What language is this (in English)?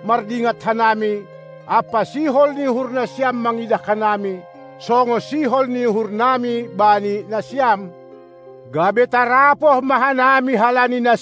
Batak Simalungun